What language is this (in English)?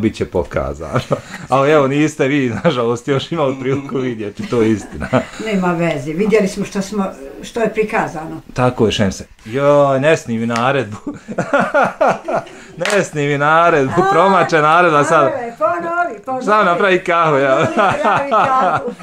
Bosnian